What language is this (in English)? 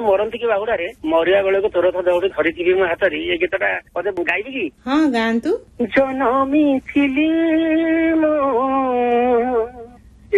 Odia